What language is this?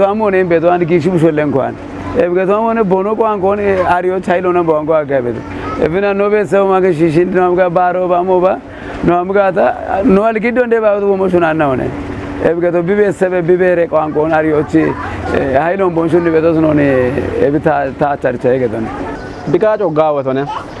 Kafa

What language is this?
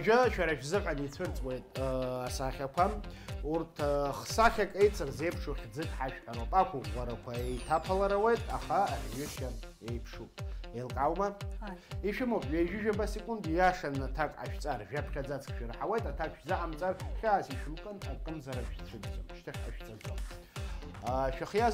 Abkhazian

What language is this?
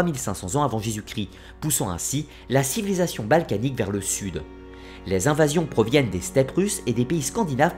French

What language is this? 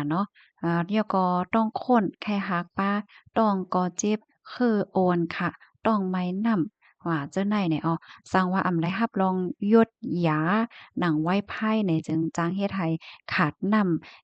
Shan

